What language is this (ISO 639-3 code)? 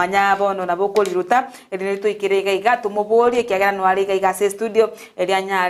guz